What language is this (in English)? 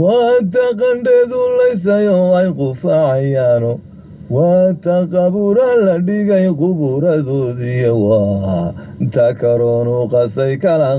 Somali